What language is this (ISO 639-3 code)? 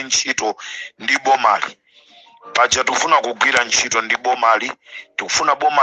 nya